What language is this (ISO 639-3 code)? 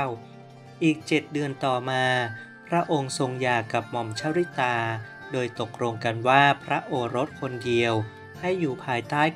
tha